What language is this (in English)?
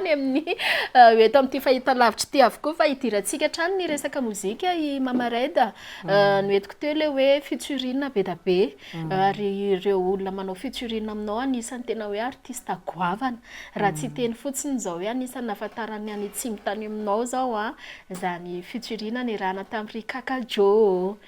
Malagasy